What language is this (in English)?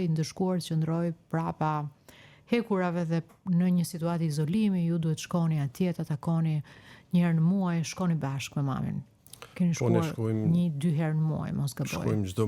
Albanian